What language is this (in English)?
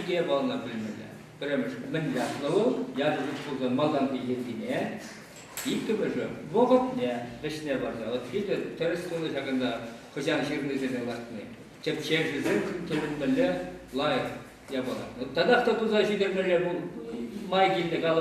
Chuvash